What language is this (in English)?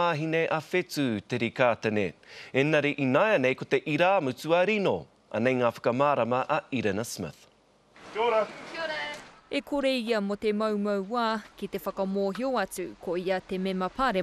Māori